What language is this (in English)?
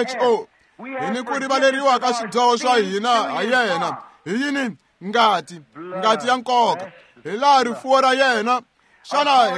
Tsonga